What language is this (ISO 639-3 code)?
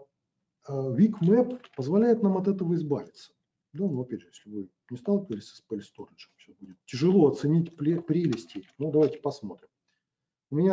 rus